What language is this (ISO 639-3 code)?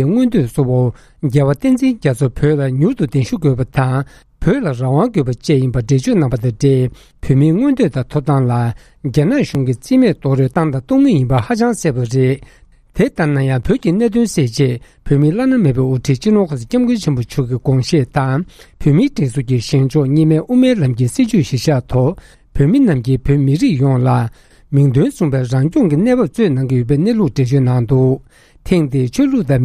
bod